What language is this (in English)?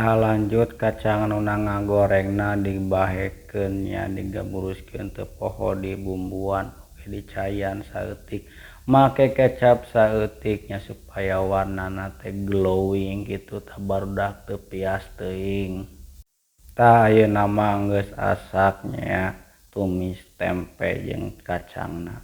Sundanese